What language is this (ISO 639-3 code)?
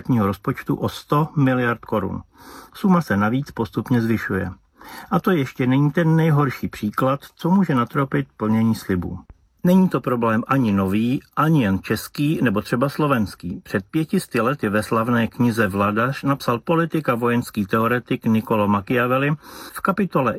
ces